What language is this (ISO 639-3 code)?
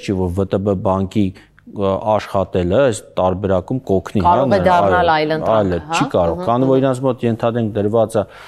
hye